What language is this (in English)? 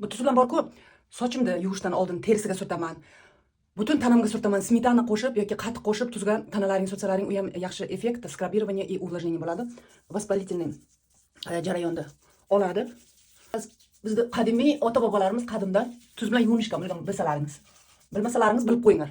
Uzbek